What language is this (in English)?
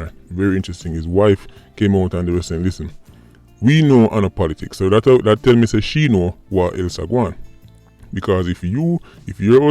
Jamaican Creole English